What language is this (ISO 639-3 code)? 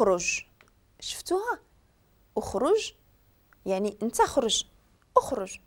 ary